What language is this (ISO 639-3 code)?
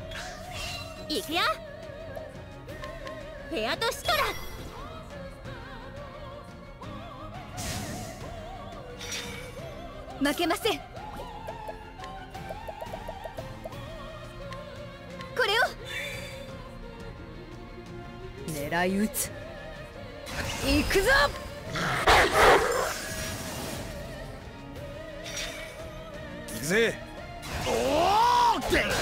jpn